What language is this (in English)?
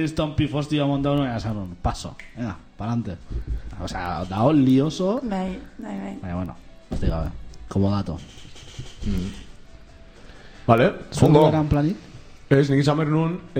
Basque